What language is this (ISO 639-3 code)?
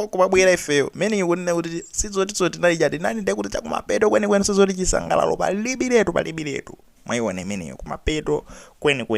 nya